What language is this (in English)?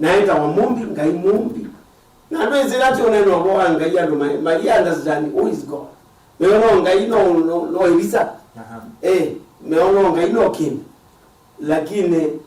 Kamba